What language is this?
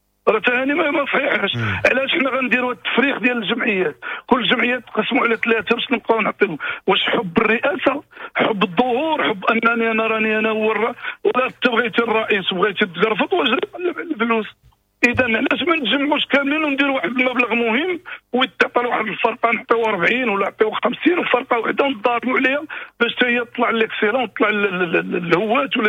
Moroccan Arabic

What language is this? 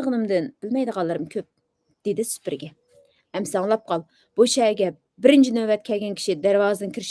Uyghur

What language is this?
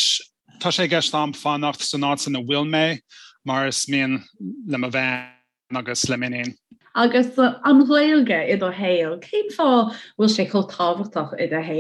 Irish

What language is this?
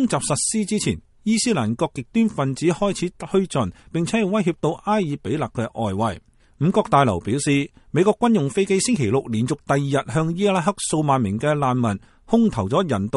Cantonese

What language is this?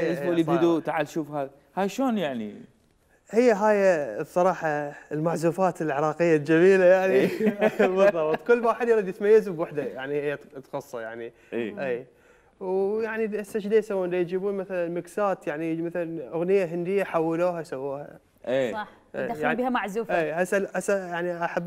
Mesopotamian Arabic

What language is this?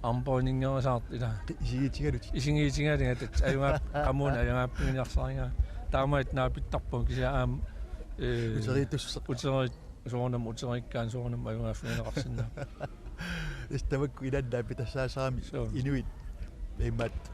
Kalaallisut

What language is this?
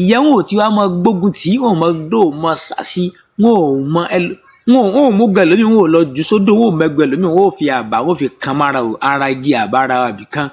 Yoruba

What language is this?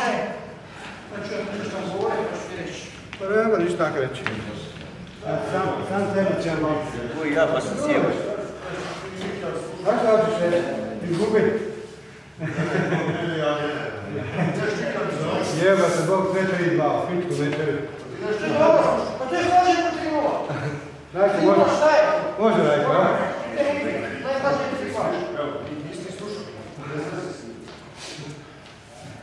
Croatian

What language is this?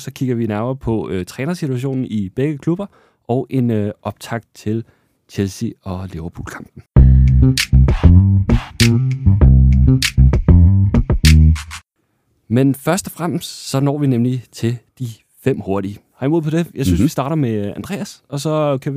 Danish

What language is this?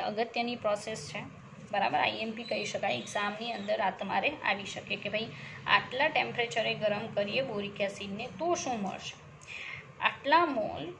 Gujarati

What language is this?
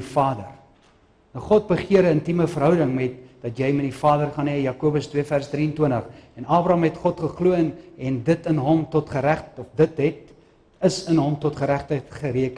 Afrikaans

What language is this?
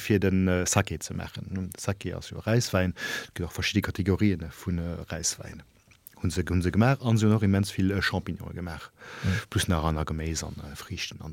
Luxembourgish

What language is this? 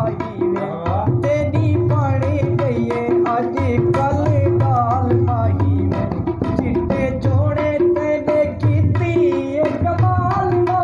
Saraiki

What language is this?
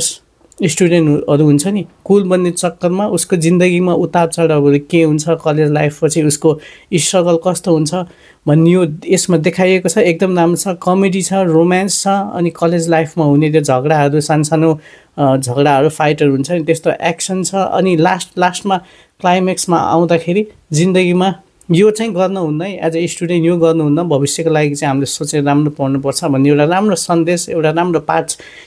Nepali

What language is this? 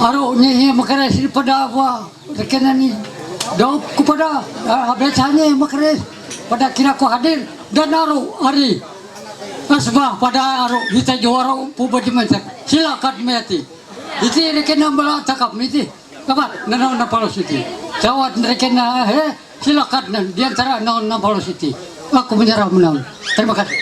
Ma'anyan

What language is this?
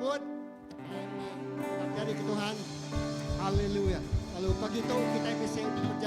Iban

